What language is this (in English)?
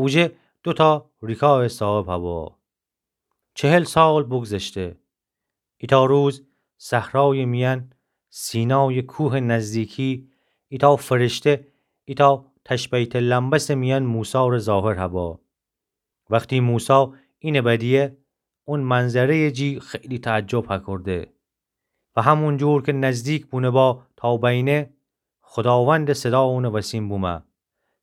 Gilaki